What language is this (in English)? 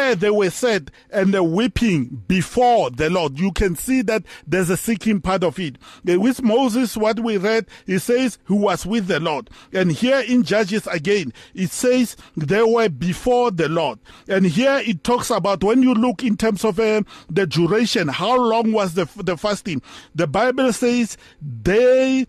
English